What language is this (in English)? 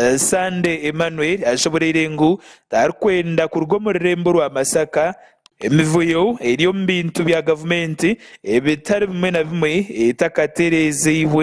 Nyankole